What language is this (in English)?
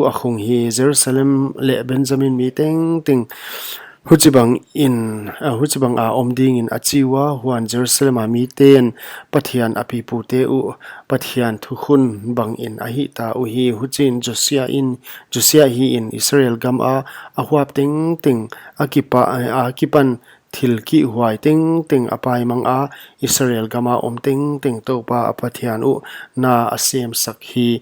Paite Chin